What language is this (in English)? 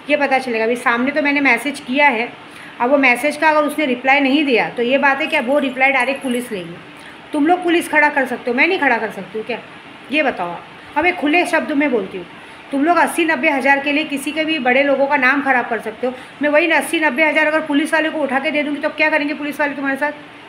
Hindi